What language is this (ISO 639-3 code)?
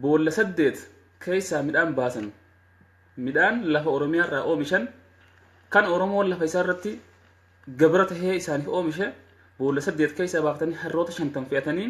orm